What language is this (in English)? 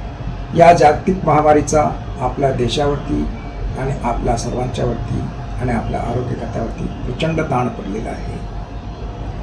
Marathi